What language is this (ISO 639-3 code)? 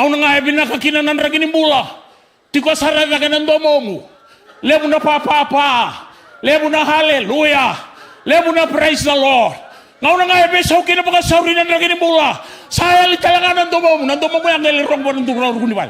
fij